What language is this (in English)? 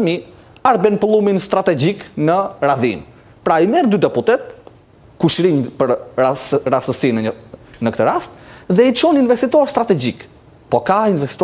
Albanian